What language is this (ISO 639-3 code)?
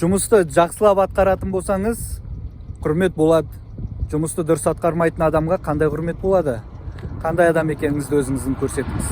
kaz